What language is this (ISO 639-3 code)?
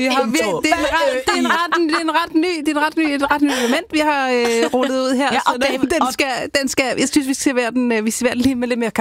dan